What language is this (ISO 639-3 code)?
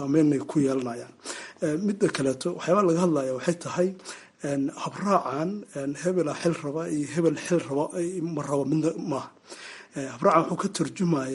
som